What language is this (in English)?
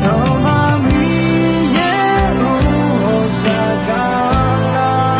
Akha